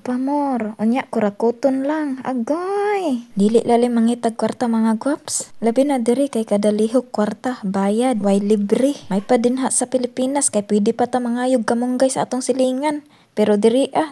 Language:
Cebuano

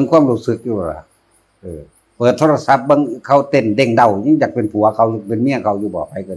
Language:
Northeastern Thai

